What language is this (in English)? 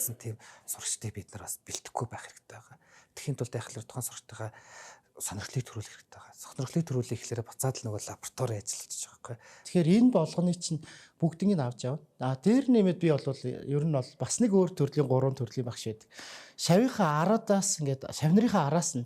Mongolian